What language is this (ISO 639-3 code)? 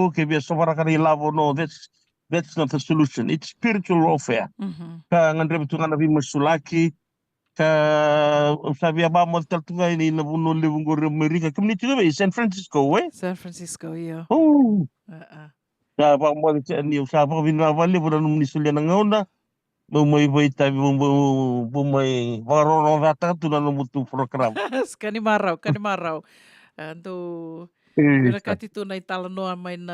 fij